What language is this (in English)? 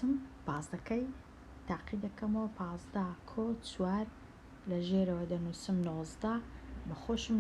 Central Kurdish